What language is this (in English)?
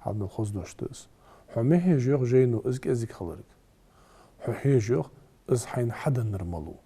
Ingush